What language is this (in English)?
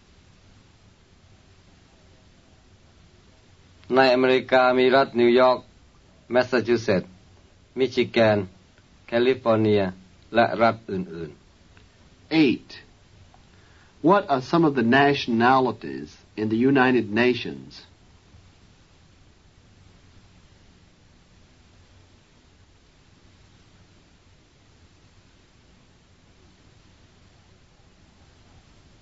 Thai